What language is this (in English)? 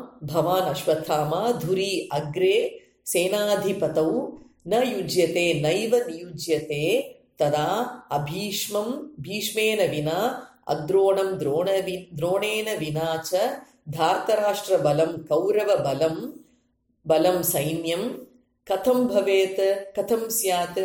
Sanskrit